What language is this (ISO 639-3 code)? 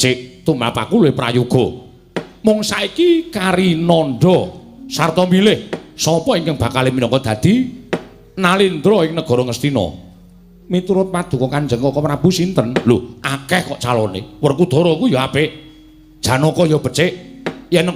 jav